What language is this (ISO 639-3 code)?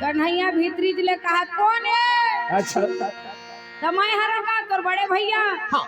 hne